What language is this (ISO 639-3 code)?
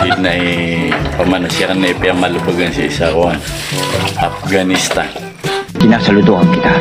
mrw